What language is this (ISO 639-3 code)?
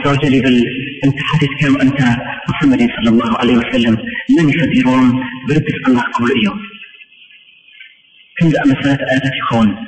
ara